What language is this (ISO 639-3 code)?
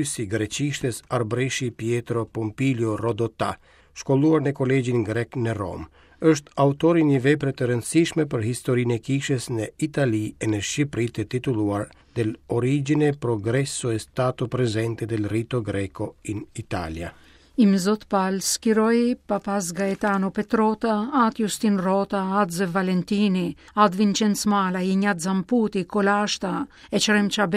sqi